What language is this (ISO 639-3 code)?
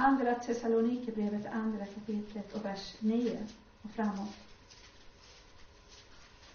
swe